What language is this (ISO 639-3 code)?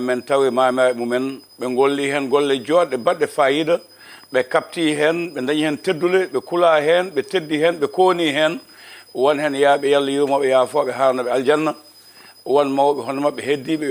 ful